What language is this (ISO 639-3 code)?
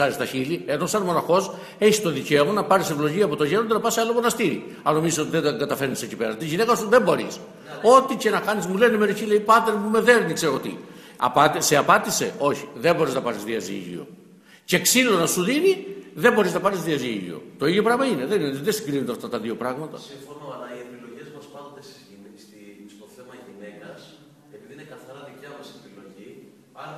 ell